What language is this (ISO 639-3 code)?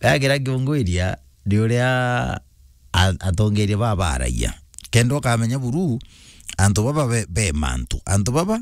mer